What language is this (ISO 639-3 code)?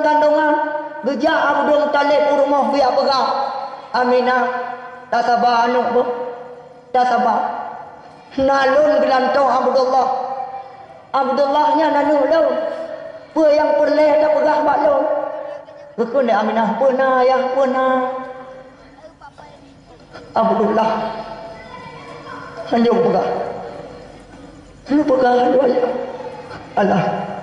ace